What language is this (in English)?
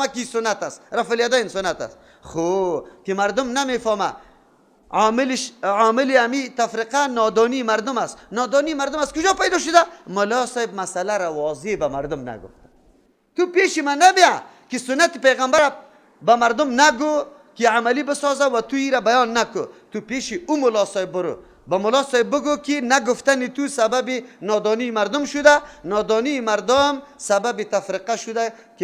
Persian